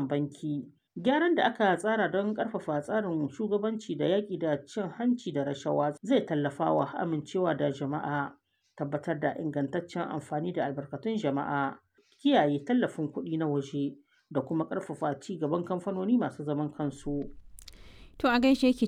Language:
Hausa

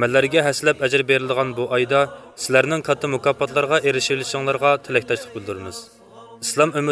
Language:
Uyghur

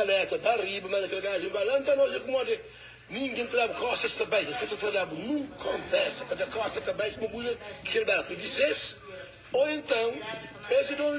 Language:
Kabuverdianu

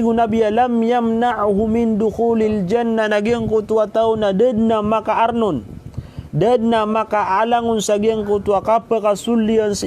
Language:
Maranao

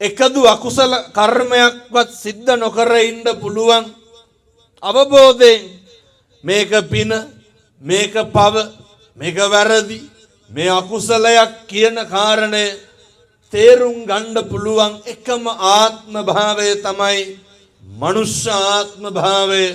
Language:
Sinhala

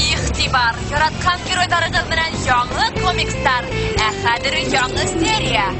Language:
Bashkir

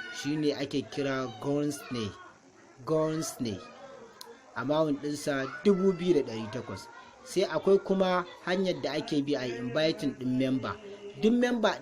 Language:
Hausa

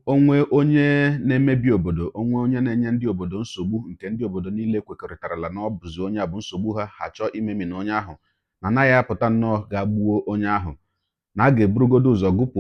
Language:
Igbo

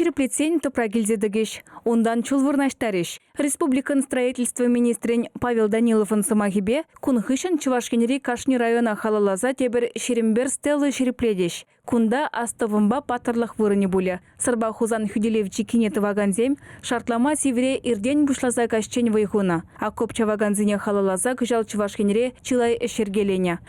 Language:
Chuvash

